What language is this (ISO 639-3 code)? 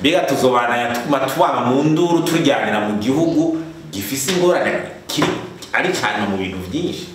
run